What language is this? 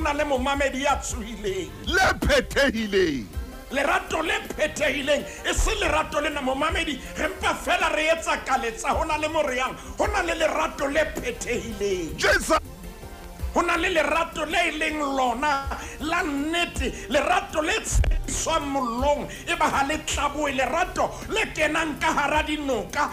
Southern Sotho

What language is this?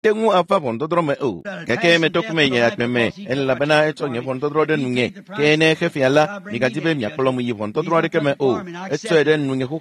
Ewe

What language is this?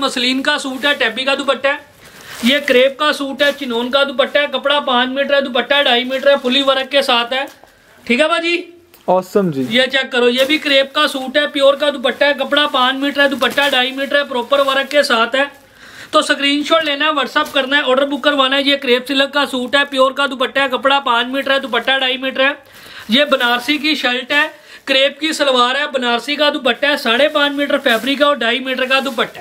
Hindi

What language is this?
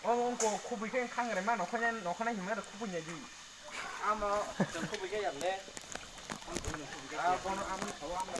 Kok Borok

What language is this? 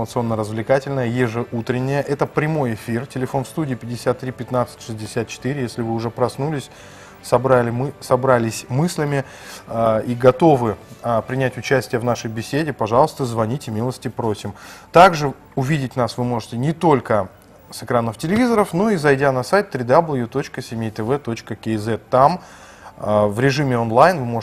Russian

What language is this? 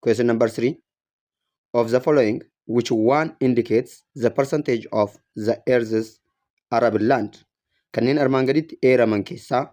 Oromo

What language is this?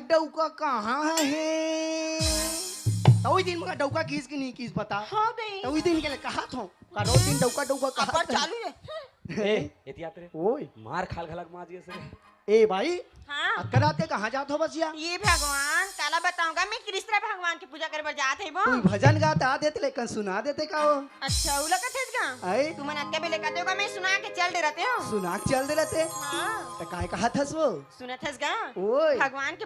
Chhattisgarhi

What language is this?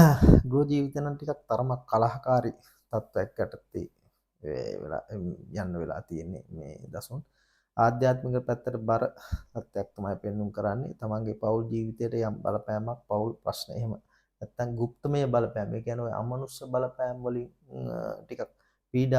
Sinhala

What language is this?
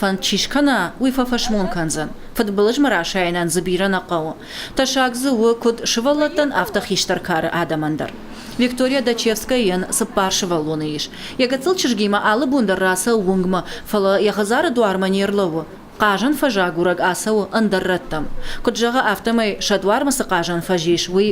Ossetic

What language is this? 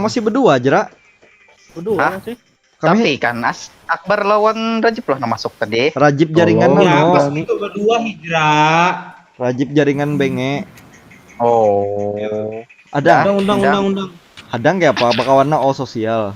Banjar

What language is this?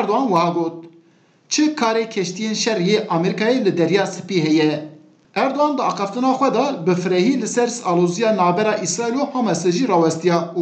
Kurdish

